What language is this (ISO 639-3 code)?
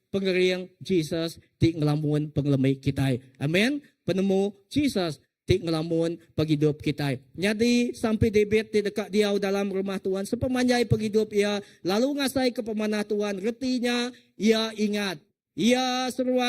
iba